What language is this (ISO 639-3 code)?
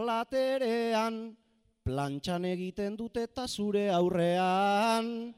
eus